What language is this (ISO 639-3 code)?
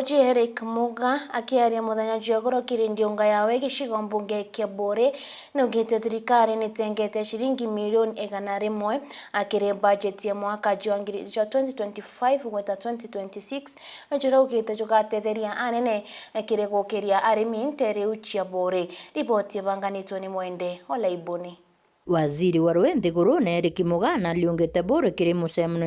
mer